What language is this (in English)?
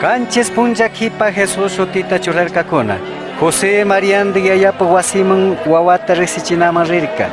Chimborazo Highland Quichua